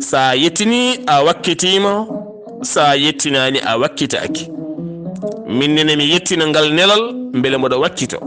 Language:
Fula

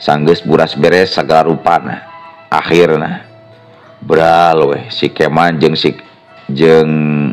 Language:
Sundanese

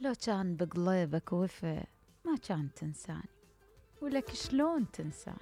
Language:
Mesopotamian Arabic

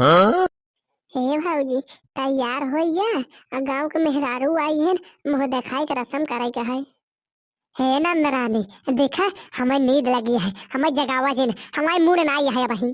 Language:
Bhojpuri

